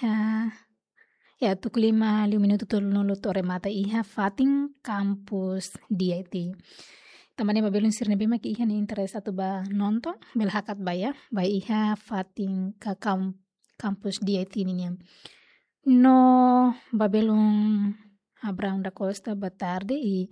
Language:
Tetum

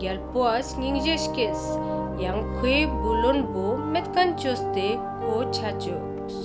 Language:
Ladakhi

